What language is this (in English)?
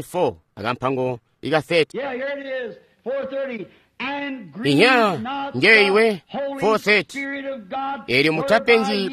Tonga (Zambia)